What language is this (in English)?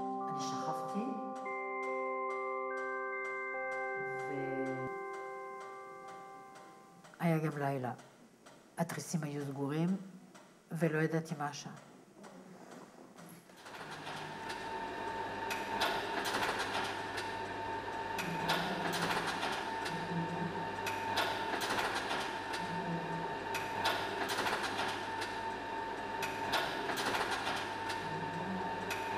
Hebrew